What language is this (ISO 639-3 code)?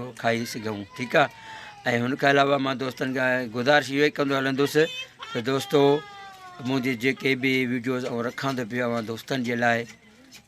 snd